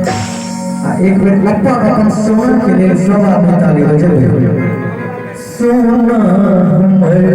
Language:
Maithili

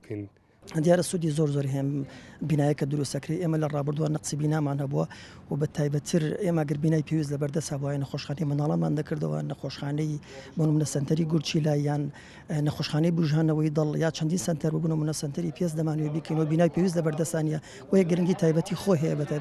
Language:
Central Kurdish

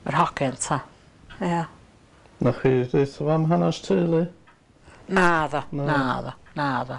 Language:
Welsh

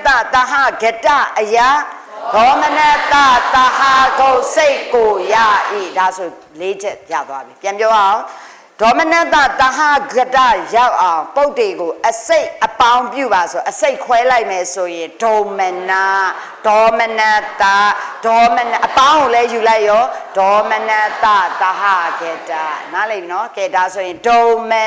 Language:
Burmese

